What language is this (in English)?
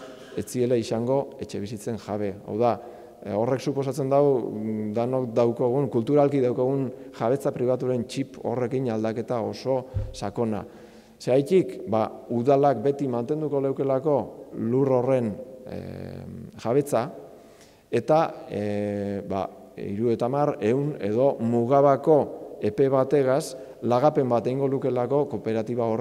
Basque